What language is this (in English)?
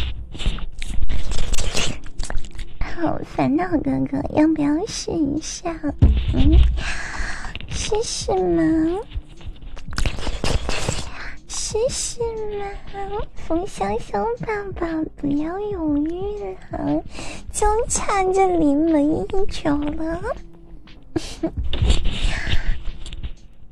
Chinese